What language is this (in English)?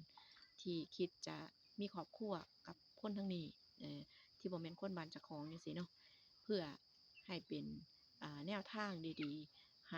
Northeastern Thai